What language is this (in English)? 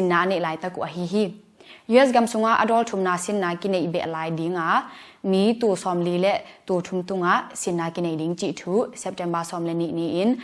Tedim Chin